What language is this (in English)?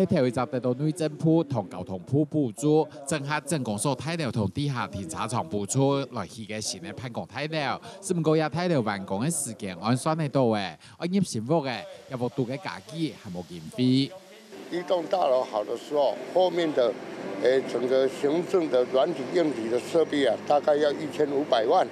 Hakka Chinese